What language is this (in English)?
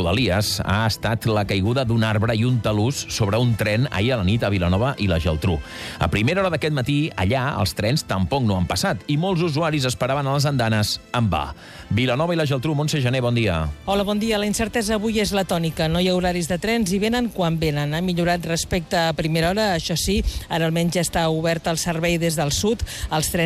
Catalan